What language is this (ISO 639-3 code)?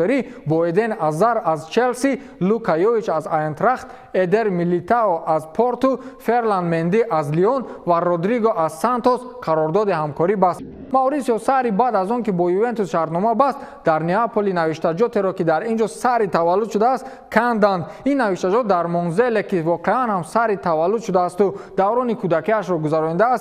tgk